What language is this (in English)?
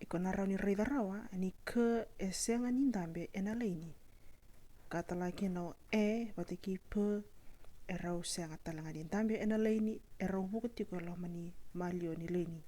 Fijian